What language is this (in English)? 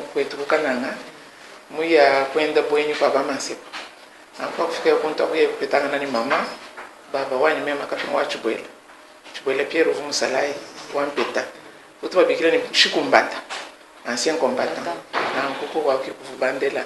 Luba-Lulua